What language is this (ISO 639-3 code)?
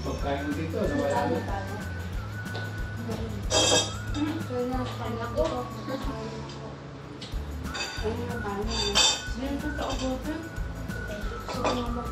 fil